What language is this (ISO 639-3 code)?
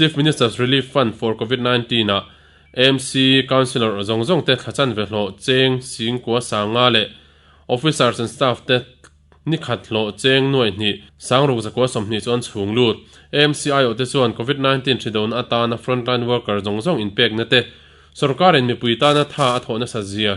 lus